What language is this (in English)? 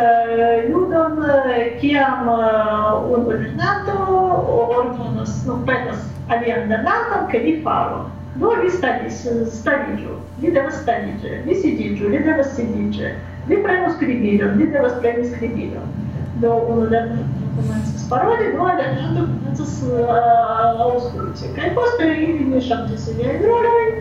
Esperanto